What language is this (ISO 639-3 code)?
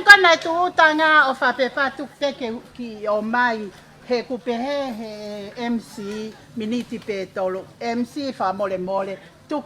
ton